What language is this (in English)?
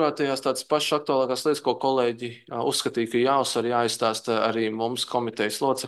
Latvian